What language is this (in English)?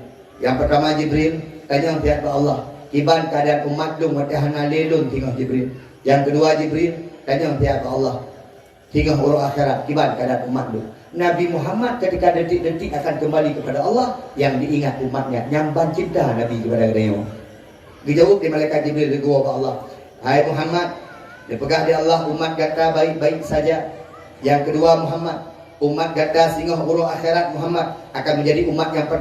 Achinese